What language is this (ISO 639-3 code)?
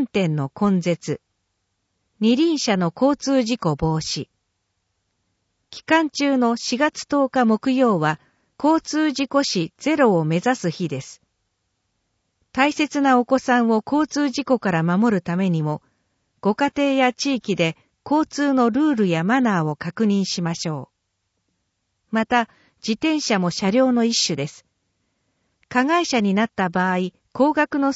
jpn